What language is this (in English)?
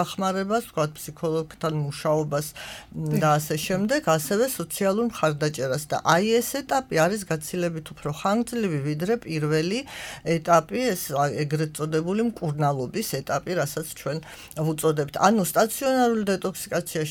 Georgian